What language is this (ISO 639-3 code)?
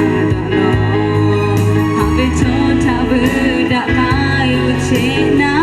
lhu